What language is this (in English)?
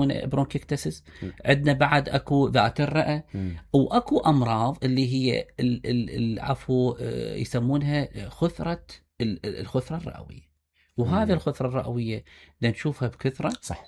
Mesopotamian Arabic